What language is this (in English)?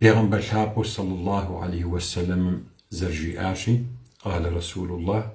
Kabardian